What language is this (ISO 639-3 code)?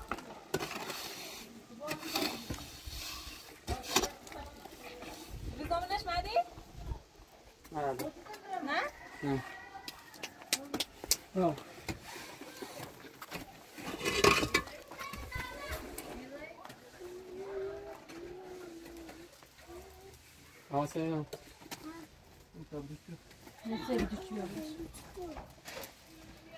fas